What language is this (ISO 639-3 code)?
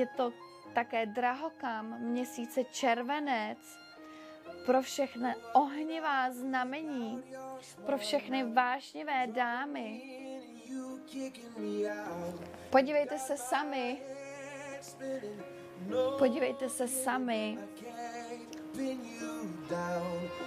ces